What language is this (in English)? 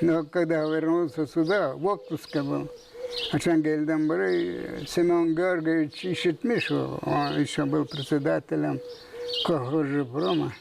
Gagauz